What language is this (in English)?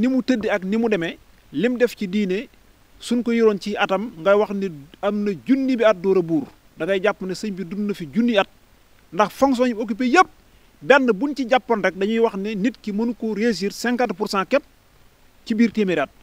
Wolof